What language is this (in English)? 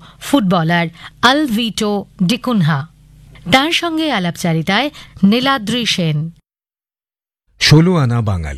Bangla